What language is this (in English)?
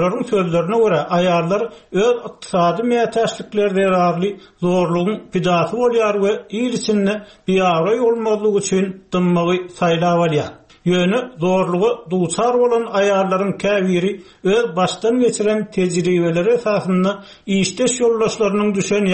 Turkmen